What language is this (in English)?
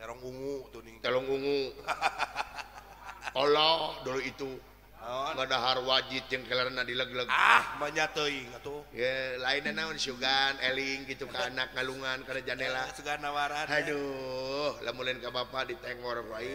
Sundanese